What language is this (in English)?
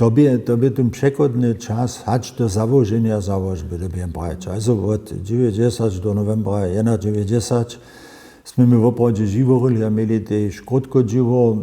Upper Sorbian